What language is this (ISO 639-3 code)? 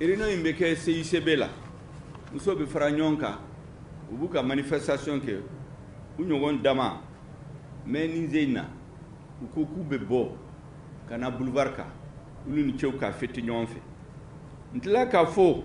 bam